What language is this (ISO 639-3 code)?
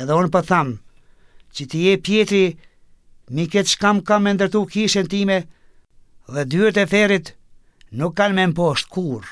sqi